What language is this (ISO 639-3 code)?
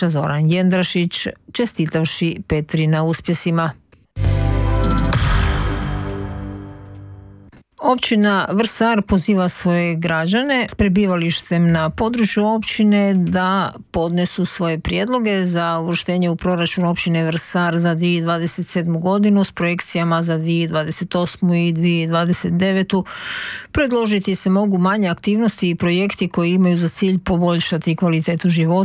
hrv